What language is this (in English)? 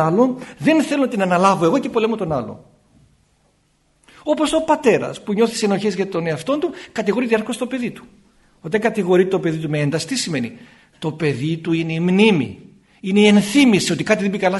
Greek